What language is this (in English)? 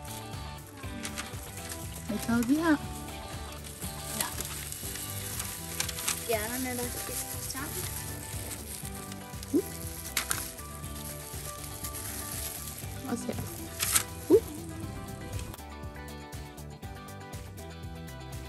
Danish